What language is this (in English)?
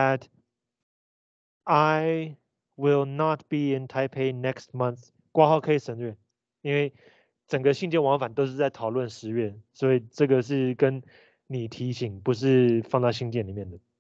Chinese